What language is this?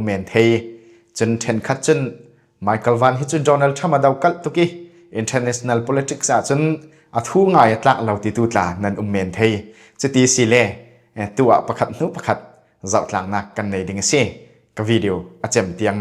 Falam Chin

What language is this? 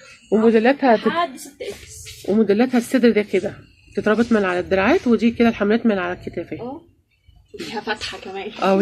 Egyptian Arabic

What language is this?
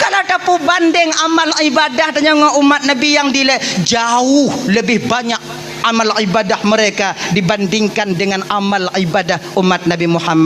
Achinese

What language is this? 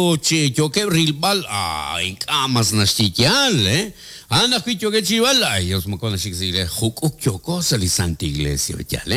Kekchí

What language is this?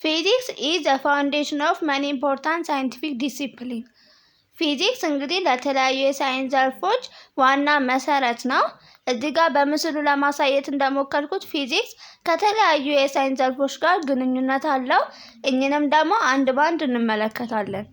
Amharic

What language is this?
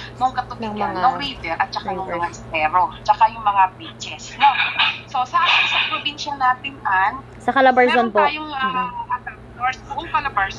Filipino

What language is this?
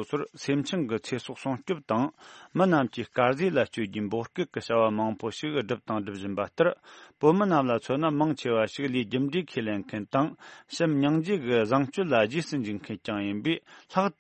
Tibetan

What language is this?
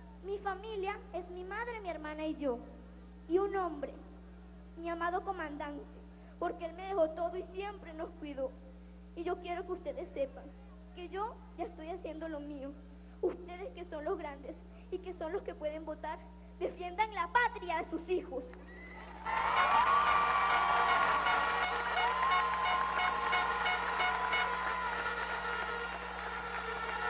Spanish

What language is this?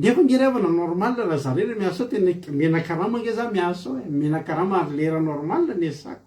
Malagasy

